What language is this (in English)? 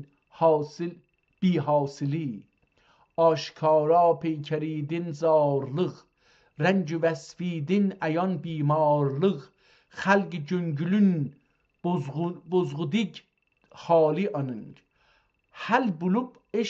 South Azerbaijani